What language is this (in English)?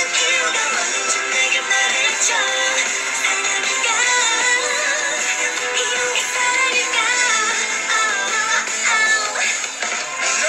Korean